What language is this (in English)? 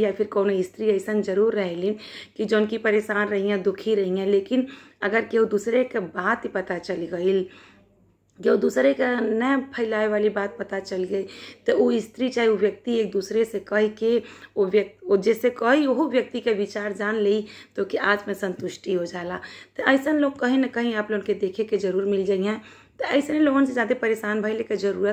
Bhojpuri